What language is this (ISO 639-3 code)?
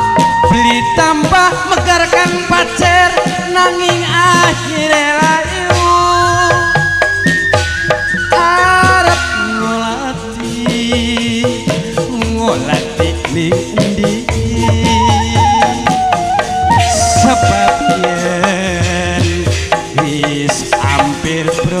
jav